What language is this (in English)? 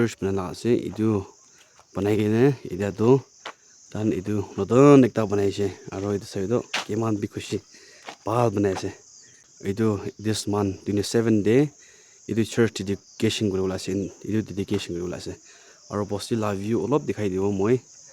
Naga Pidgin